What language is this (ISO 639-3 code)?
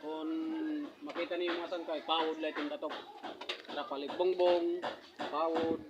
war